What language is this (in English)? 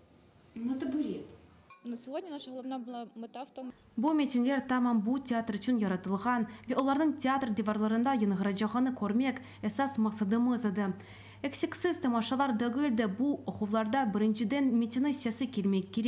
Crimean Tatar